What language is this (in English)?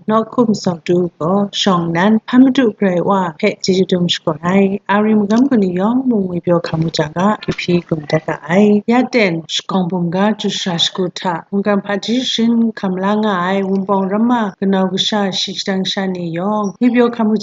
Kachin